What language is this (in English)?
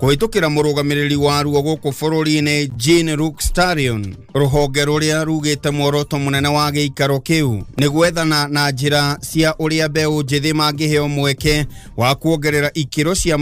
Kikuyu